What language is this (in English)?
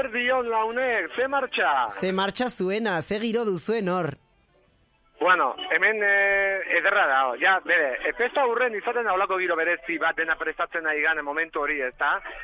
Basque